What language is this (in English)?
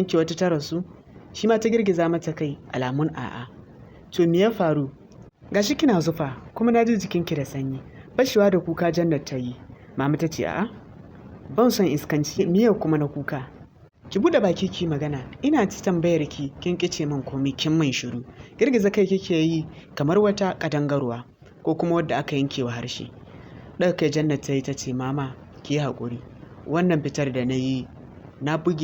Hausa